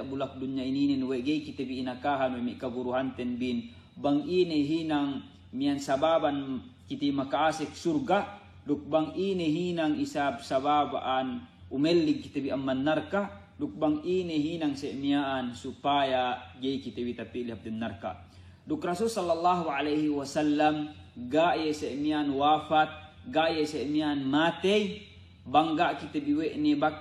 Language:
Yakan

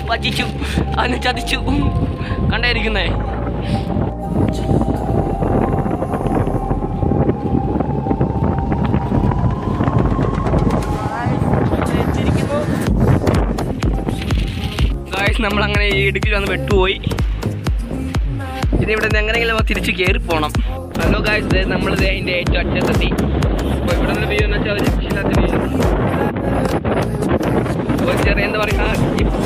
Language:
Malayalam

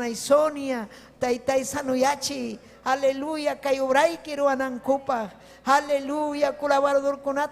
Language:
Ayacucho Quechua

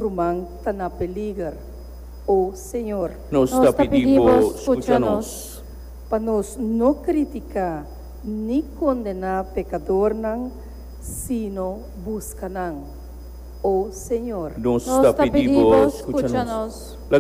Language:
Papiamento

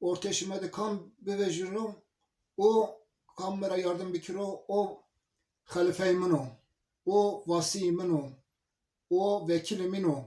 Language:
Zaza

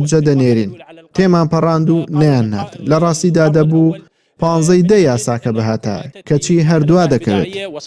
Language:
Central Kurdish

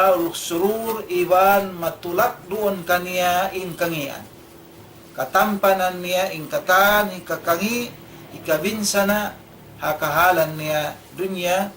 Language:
Tausug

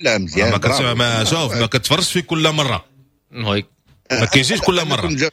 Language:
Moroccan Arabic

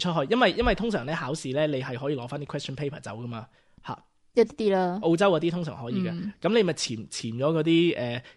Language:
Cantonese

